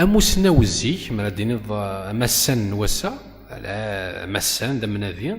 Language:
Kabyle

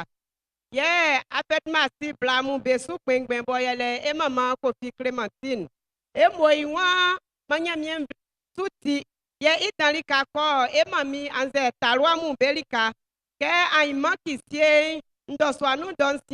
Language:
Baoulé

